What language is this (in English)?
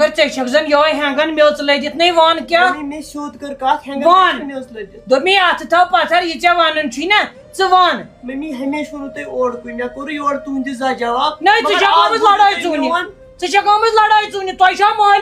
Kashmiri